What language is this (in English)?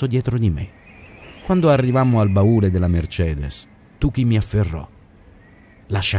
Italian